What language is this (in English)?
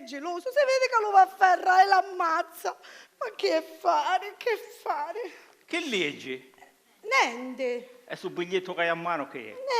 Sicilian